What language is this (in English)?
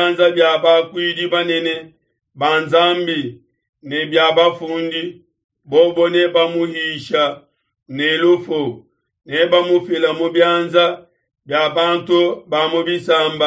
Luba-Lulua